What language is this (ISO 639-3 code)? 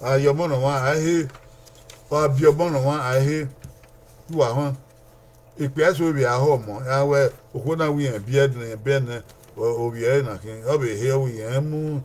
bin